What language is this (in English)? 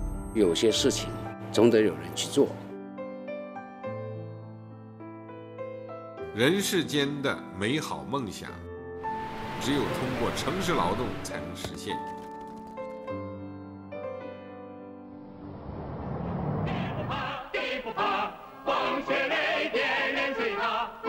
Chinese